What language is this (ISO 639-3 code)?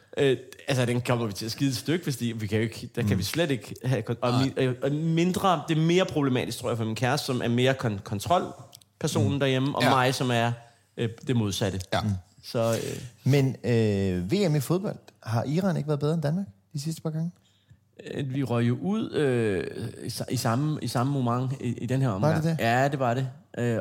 dan